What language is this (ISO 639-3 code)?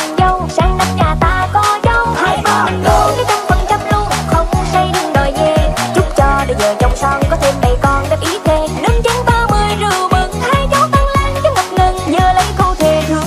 vie